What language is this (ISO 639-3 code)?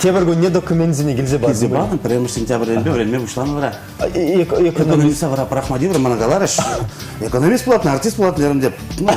chv